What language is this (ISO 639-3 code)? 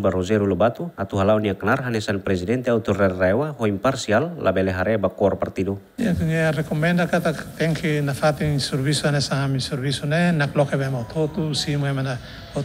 tet